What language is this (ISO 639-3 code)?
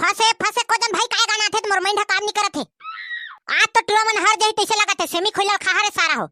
hne